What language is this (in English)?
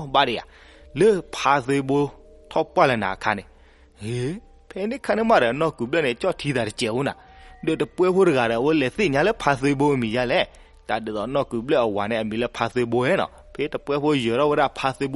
S'gaw Karen